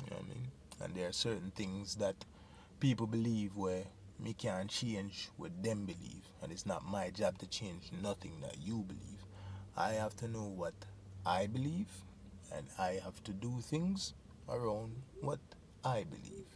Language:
Jamaican Creole English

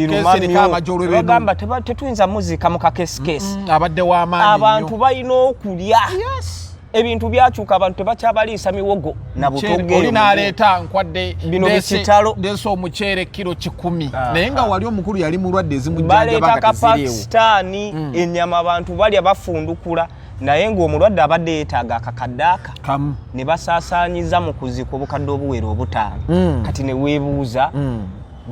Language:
Ganda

